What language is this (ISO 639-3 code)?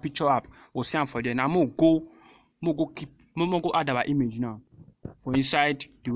pcm